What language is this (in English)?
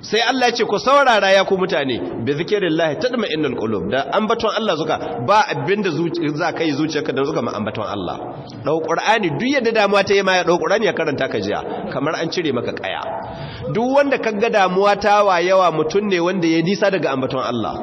Hausa